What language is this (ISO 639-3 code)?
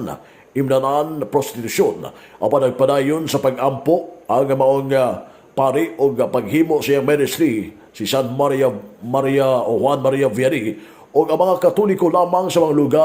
ceb